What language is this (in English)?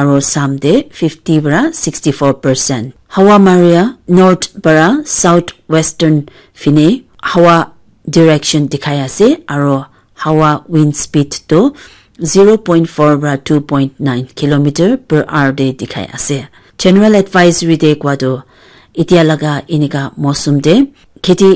Naga Pidgin